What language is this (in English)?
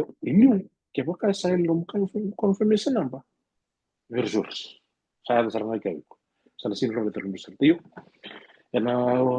Fijian